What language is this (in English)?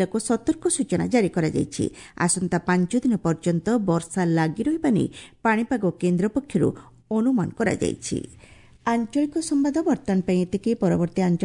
Odia